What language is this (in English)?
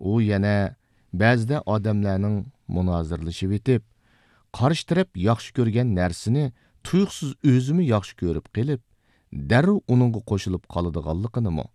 Uyghur